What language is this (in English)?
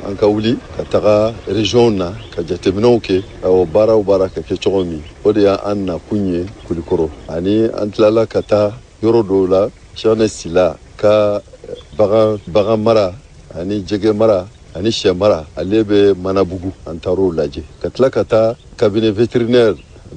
Bambara